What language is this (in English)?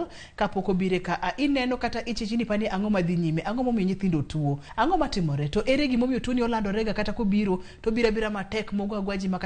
Luo (Kenya and Tanzania)